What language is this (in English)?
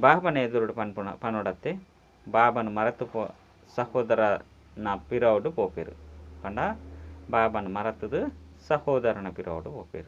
Tulu